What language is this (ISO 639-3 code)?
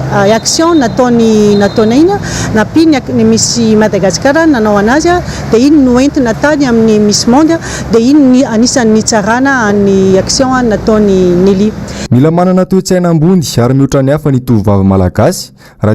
mlg